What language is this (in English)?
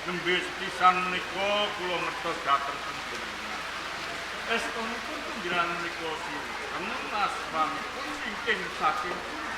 Javanese